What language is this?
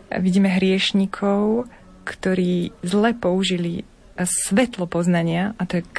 Slovak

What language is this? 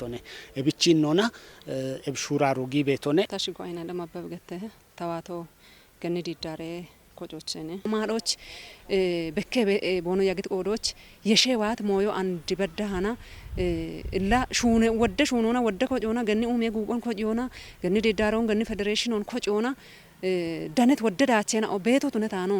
Kafa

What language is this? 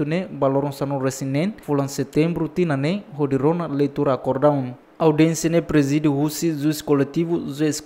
Tetum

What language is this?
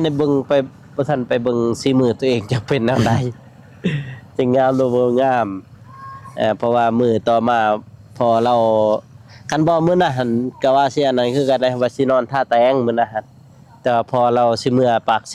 Lao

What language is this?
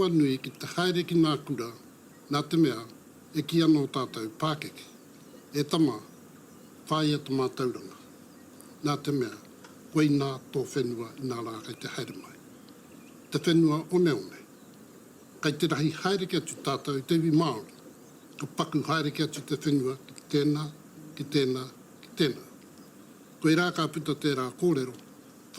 Māori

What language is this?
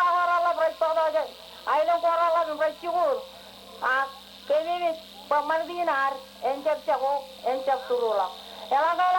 Marshallese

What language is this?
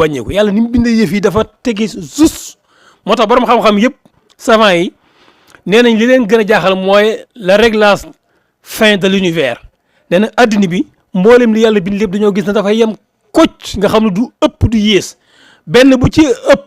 Wolof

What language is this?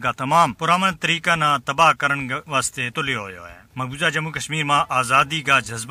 Gujari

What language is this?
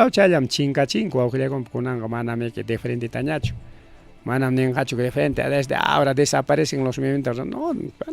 Ayacucho Quechua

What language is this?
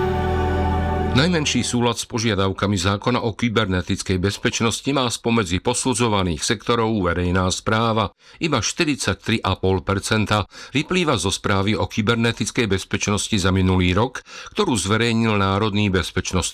Slovak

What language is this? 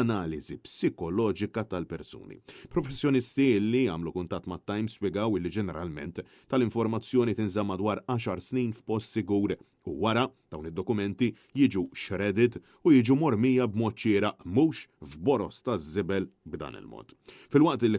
Maltese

